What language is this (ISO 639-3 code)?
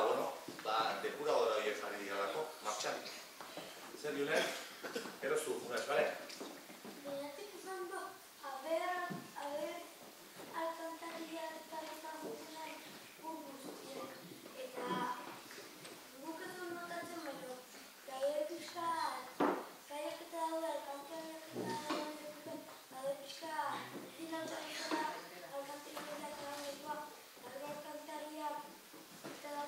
eus